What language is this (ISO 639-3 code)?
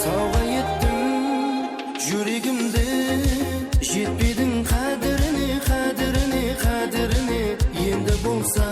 kaa